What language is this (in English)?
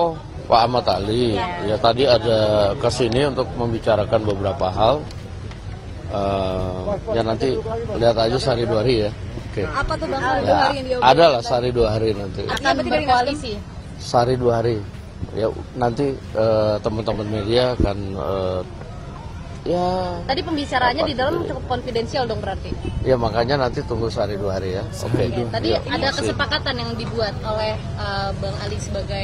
Indonesian